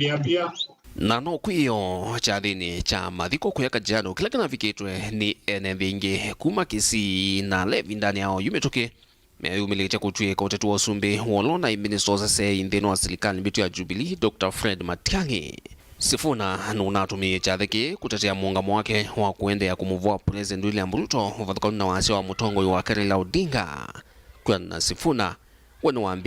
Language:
Kamba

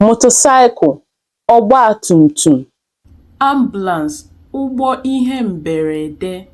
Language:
Igbo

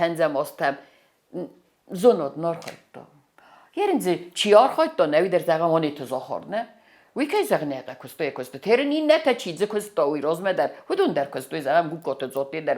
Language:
Ossetic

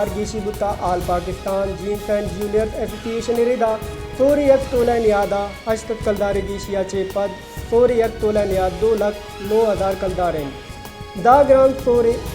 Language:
Baluchi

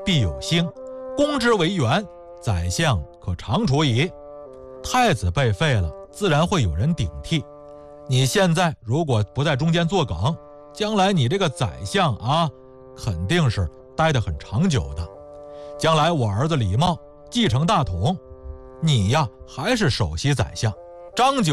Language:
Chinese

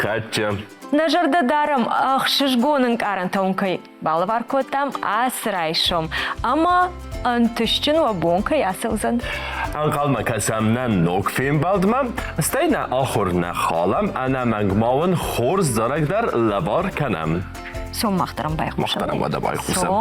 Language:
Ossetic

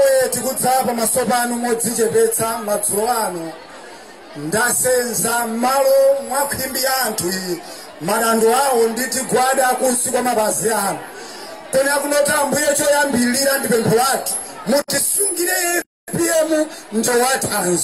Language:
Nyanja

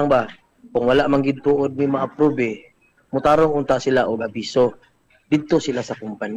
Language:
Cebuano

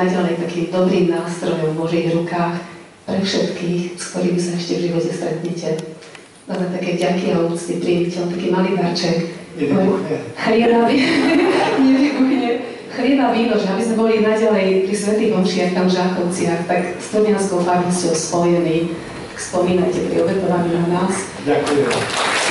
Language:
Slovak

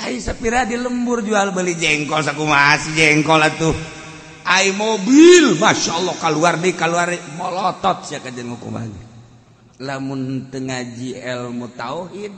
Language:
Sundanese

